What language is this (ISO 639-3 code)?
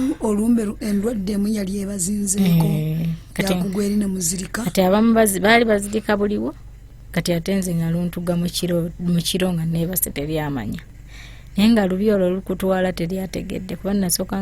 lug